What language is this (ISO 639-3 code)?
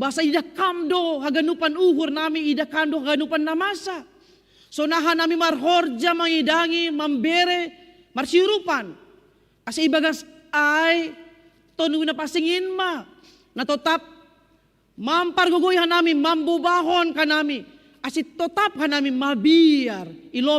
bts